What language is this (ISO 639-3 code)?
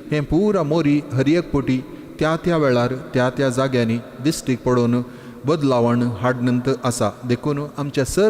kok